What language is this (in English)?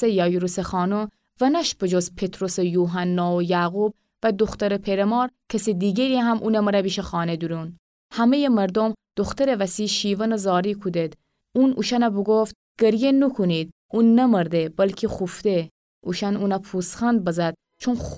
Gilaki